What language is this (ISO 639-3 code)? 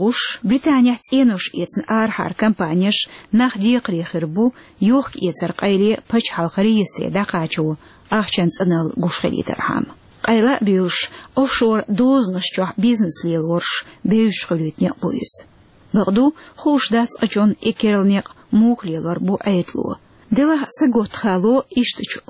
che